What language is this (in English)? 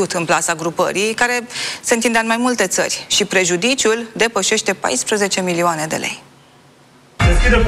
Romanian